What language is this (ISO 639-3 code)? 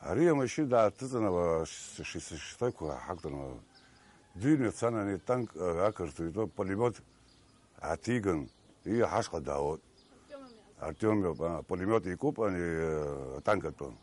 abk